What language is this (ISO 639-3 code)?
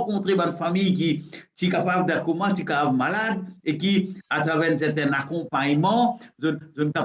mfe